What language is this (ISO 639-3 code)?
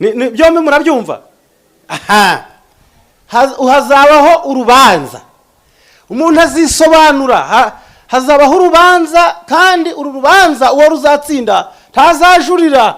kin